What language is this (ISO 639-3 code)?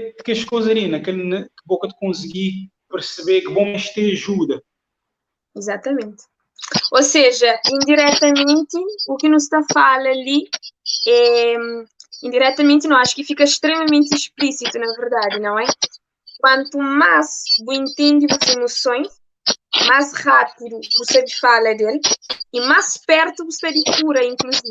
kea